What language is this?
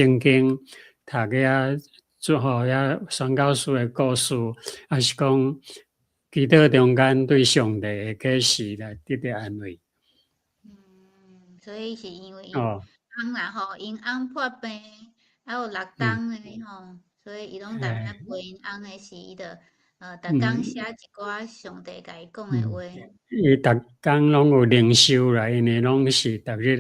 Min Nan Chinese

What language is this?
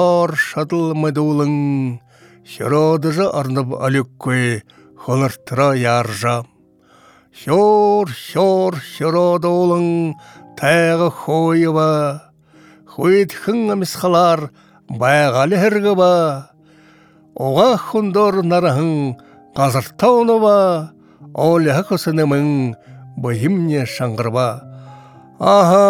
Buriat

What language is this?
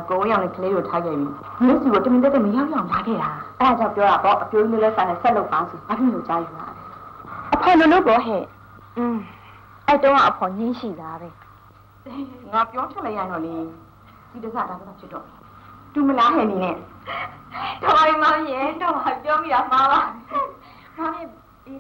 Burmese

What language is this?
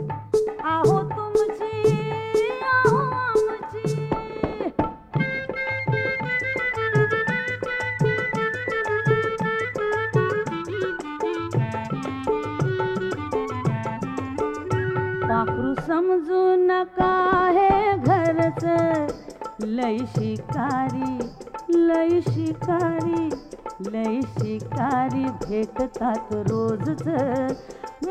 Marathi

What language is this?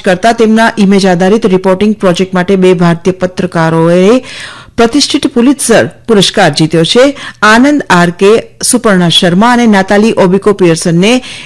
Gujarati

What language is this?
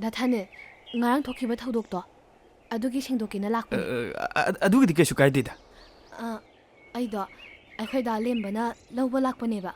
Manipuri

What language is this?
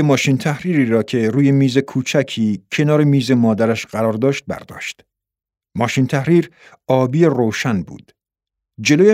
Persian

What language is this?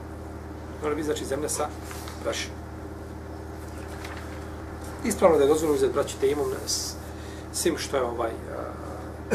Bosnian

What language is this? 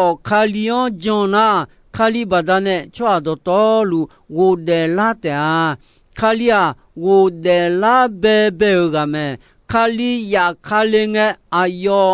Akha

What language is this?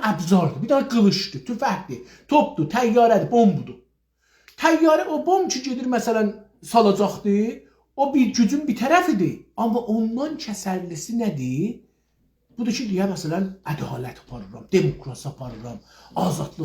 South Azerbaijani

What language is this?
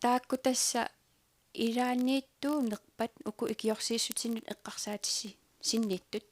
Kalaallisut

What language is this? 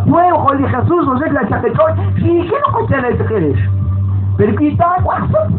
Kekchí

